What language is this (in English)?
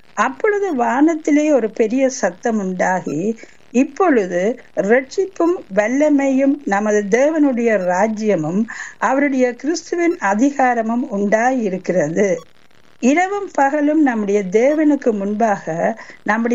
Tamil